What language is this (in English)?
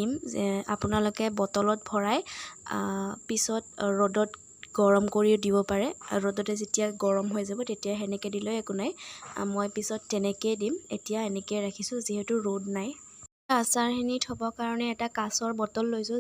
Assamese